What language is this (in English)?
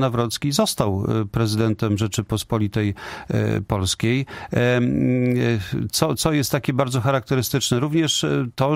Polish